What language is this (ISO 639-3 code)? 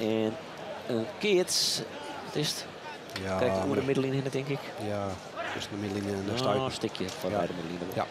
fry